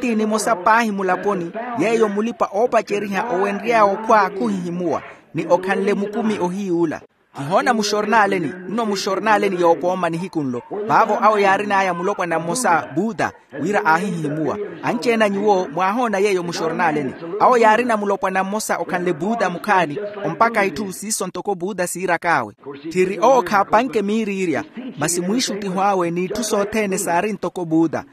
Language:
Makhuwa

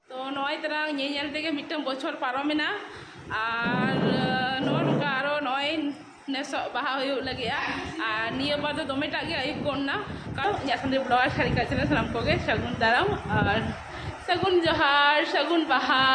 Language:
Santali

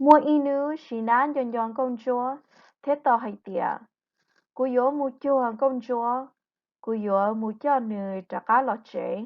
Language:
Hmong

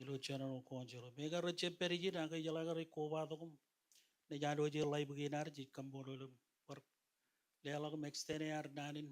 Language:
Marshallese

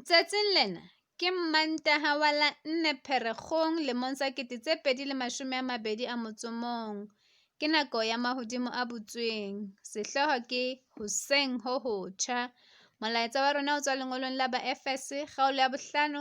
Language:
Southern Sotho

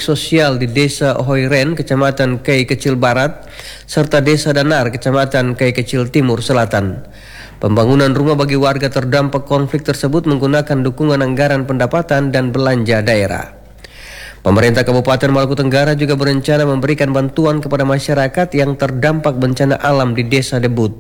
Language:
Indonesian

